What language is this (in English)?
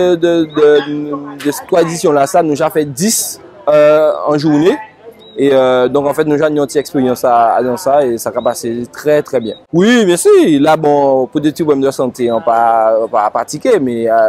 Guadeloupean Creole French